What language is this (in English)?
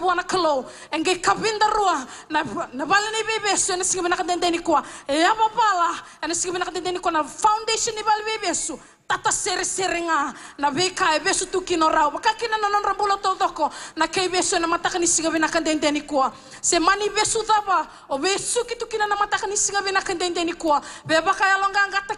Fijian